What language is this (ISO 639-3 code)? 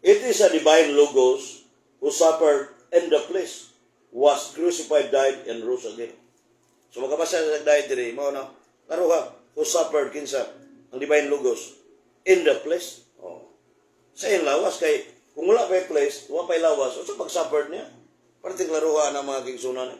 ceb